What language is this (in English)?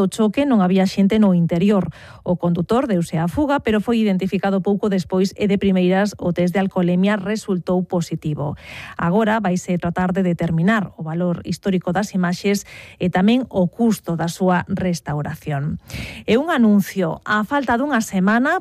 Galician